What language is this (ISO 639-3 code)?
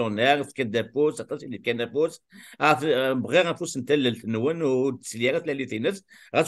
kab